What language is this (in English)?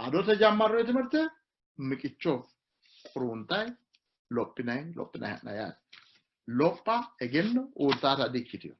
Sidamo